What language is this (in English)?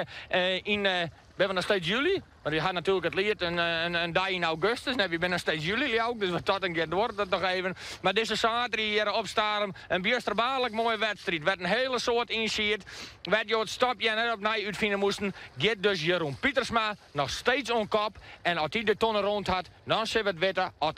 Western Frisian